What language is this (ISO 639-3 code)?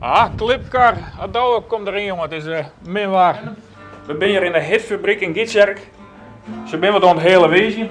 fry